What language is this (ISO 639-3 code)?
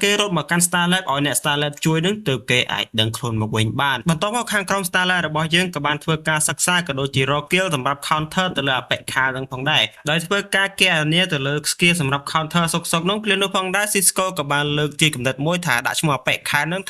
khm